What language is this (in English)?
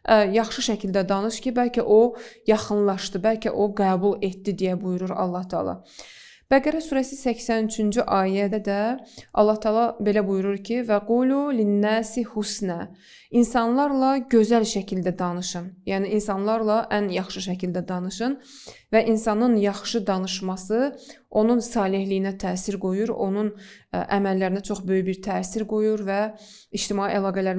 Azerbaijani